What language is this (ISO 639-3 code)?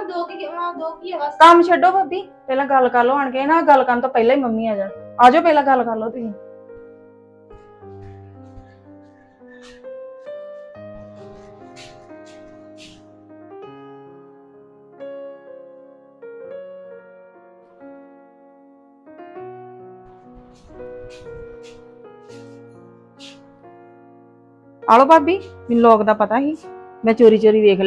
pan